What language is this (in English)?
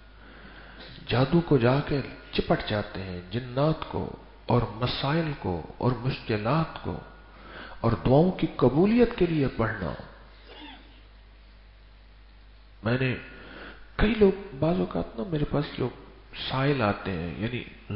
Urdu